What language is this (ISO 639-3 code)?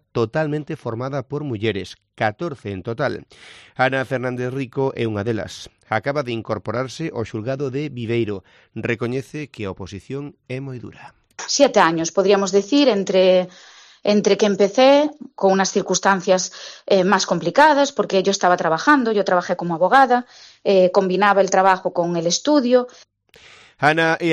glg